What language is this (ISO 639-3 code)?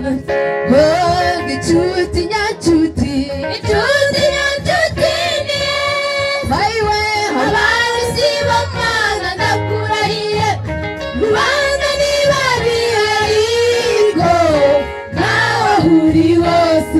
kin